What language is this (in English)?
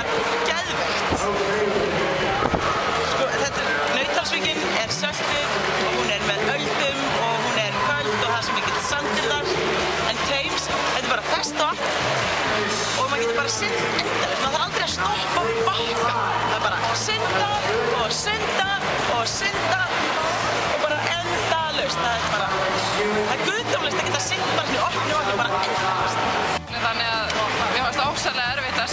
Icelandic